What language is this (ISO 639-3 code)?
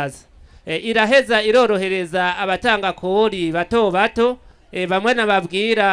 run